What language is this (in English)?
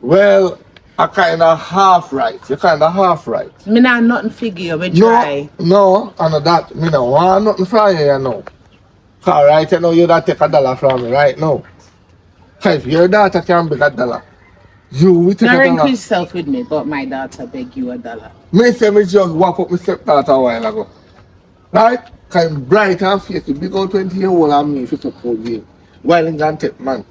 Jamaican Creole English